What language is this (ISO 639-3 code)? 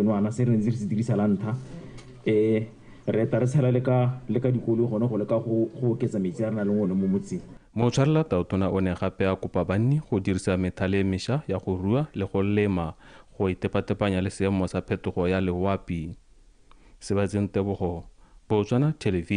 tsn